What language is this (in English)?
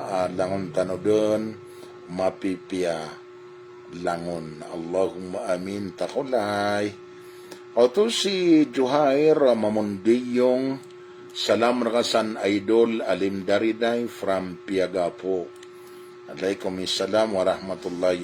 Maranao